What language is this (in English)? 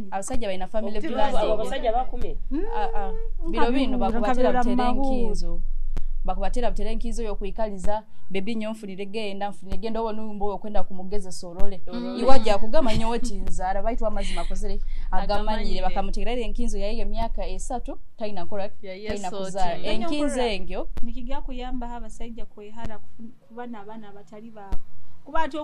Nyoro